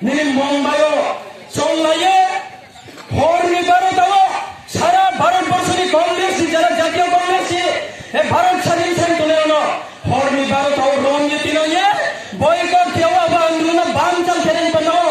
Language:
Riang (India)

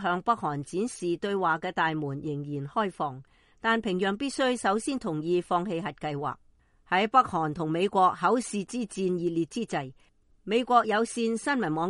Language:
Cantonese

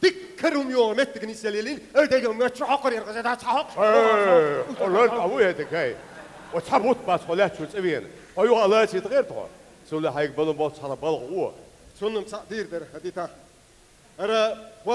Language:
Chechen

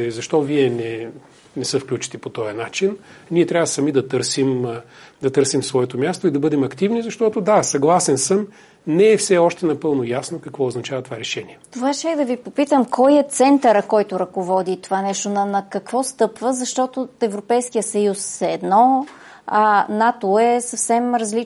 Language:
Bulgarian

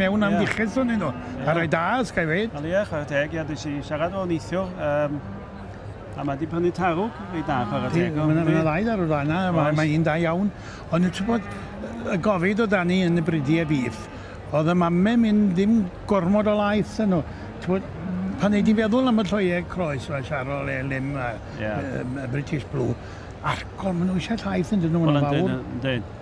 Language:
Welsh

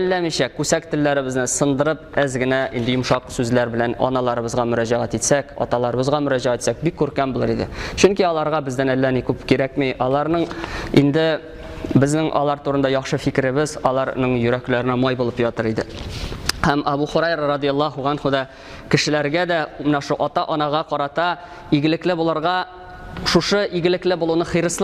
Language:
Tatar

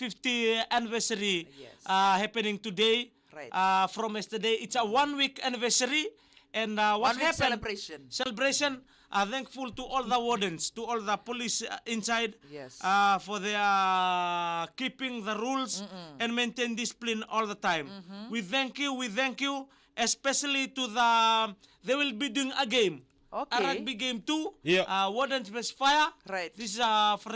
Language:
Fijian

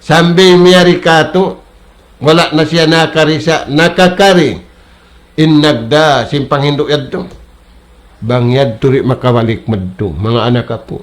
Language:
Tausug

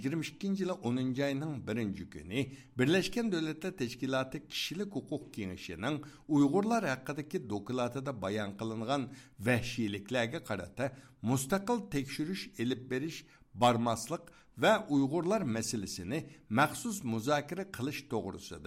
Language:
Uyghur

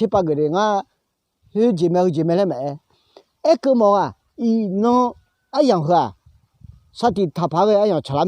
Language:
Akha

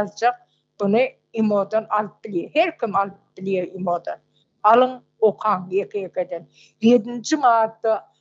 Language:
Turkmen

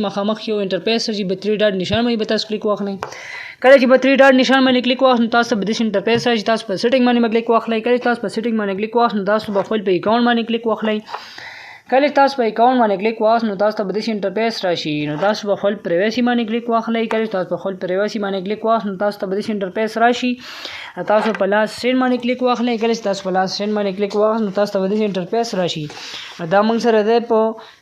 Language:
Pashto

